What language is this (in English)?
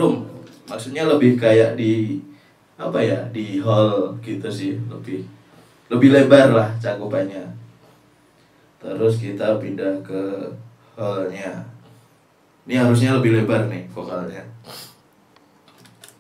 Indonesian